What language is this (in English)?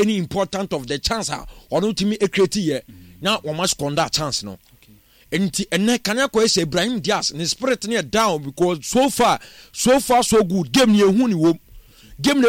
Akan